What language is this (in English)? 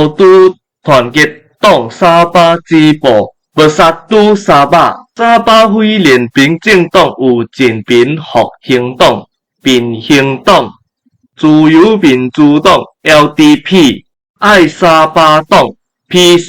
Min Nan Chinese